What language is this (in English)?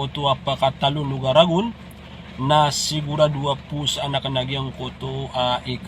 Maranao